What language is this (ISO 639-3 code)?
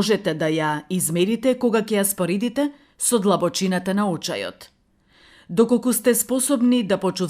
mkd